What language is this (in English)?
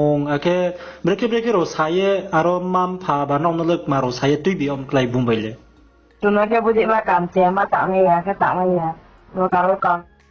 Riang (India)